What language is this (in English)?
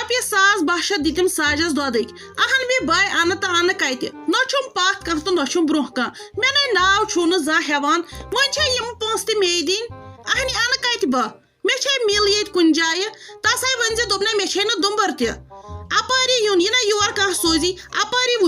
Kashmiri